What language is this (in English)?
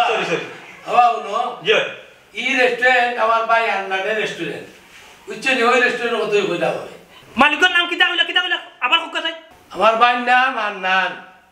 Sylheti